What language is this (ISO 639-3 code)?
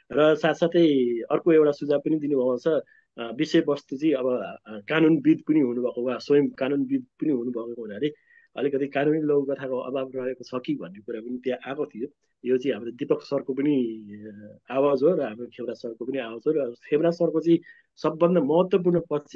nep